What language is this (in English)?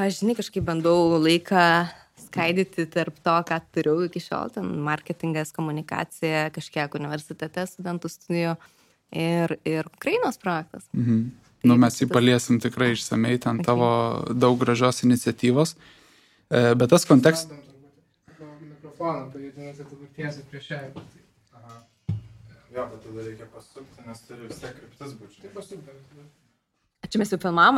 Lithuanian